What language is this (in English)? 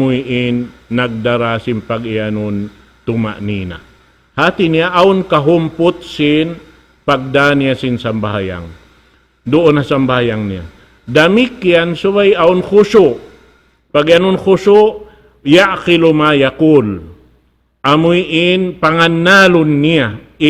Tausug